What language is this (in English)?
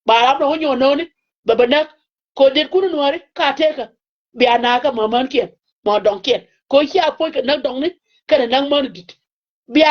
Nuer